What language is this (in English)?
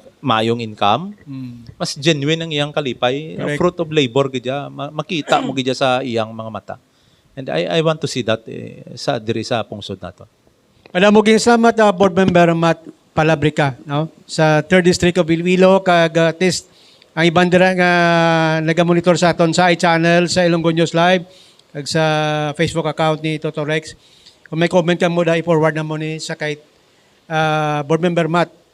Hiligaynon